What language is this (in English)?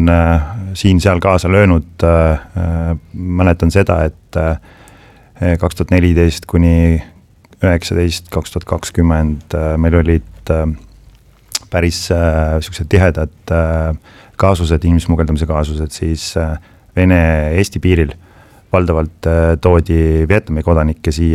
Estonian